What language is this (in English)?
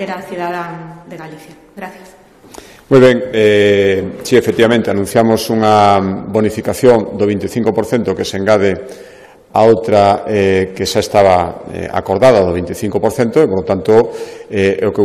Galician